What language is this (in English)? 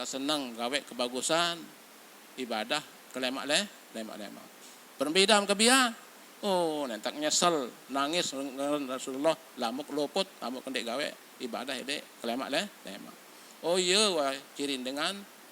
Sasak